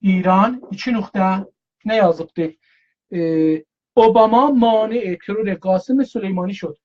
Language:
South Azerbaijani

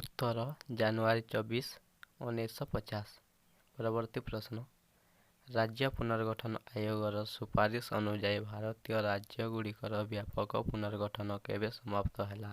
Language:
Odia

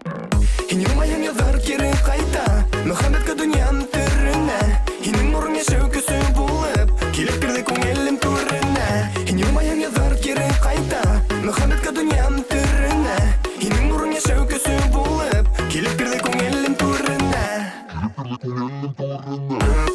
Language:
Bashkir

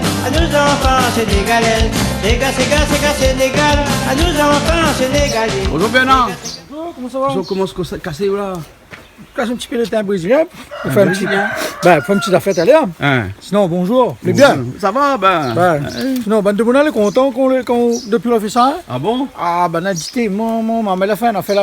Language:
Réunion Creole French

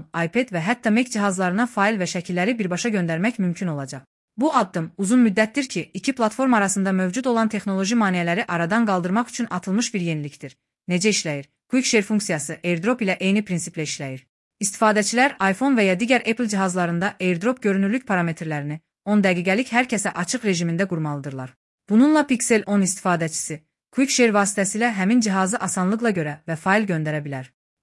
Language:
Azerbaijani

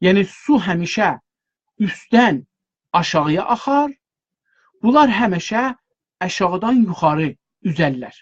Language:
South Azerbaijani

